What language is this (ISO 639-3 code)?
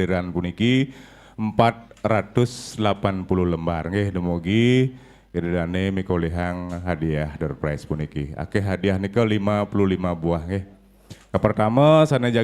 ban